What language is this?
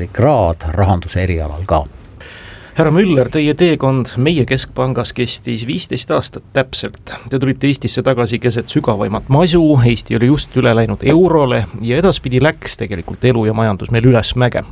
Estonian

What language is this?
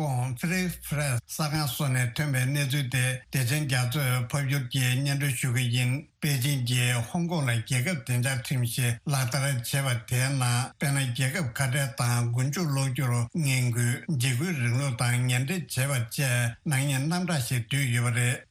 Tibetan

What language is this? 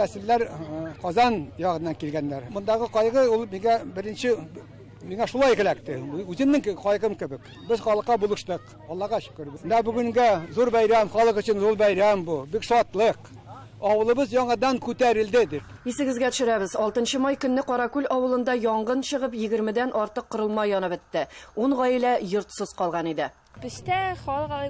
Tatar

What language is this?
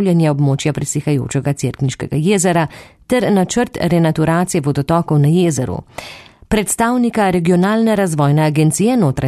Slovenian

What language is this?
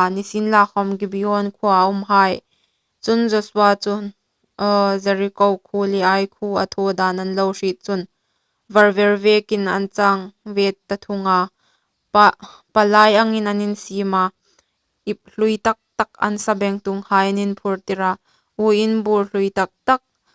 Hmar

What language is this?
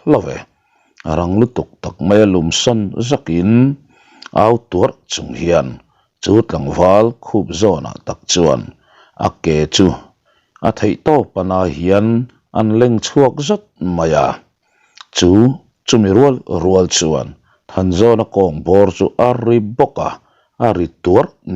Mizo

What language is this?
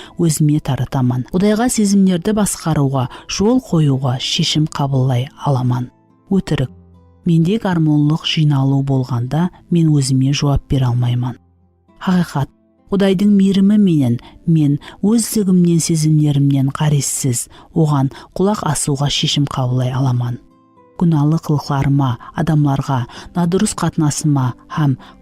Kara-Kalpak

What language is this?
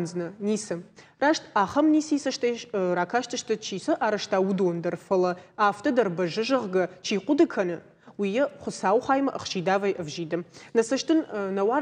Ossetic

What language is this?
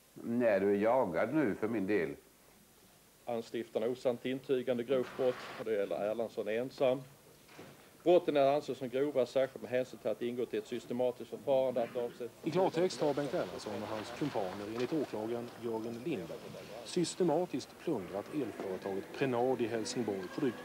Swedish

